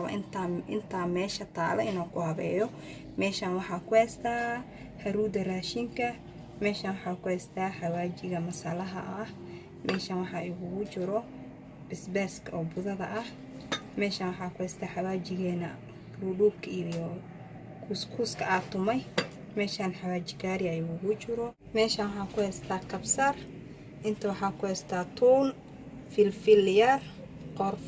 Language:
Somali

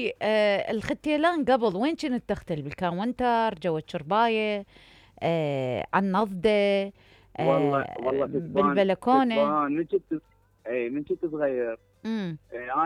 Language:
Mesopotamian Arabic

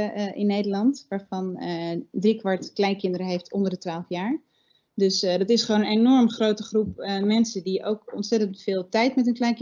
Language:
Dutch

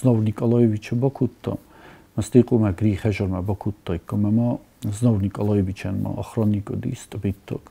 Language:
Ossetic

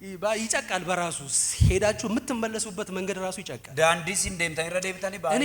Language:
Amharic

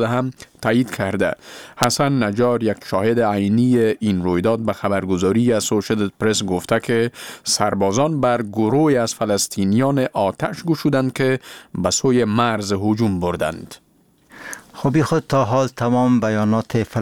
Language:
Persian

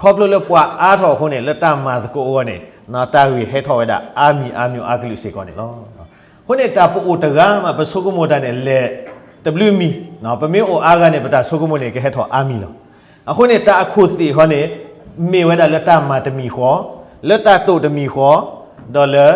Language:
S'gaw Karen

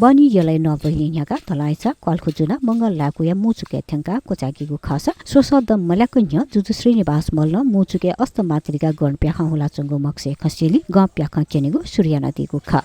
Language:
Newari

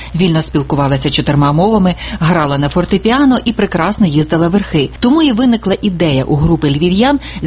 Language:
Ukrainian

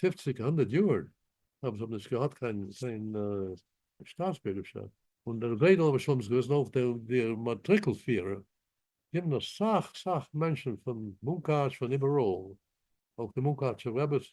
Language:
Yiddish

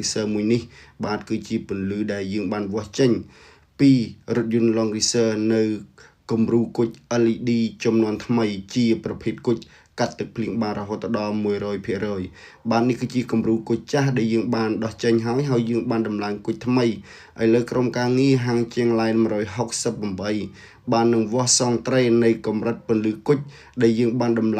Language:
Khmer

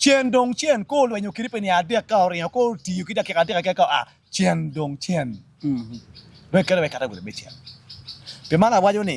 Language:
Acoli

